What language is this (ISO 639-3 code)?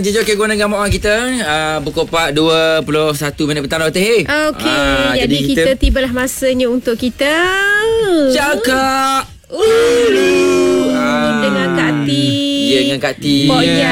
msa